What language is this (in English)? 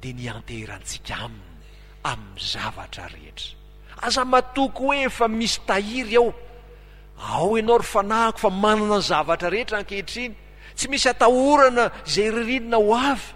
Malagasy